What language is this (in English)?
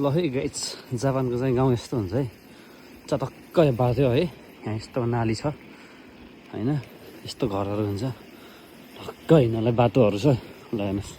Nepali